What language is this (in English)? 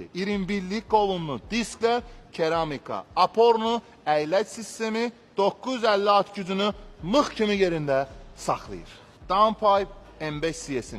Azerbaijani